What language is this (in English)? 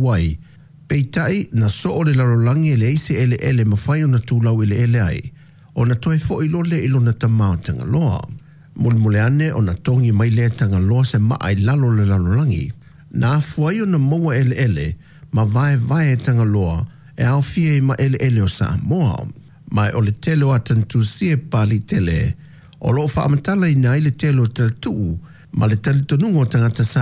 Samoan